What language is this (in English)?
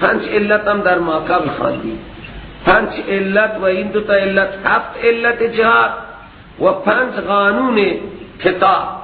Persian